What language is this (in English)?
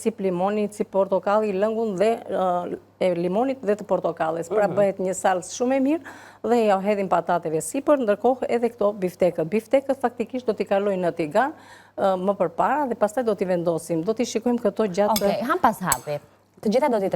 Albanian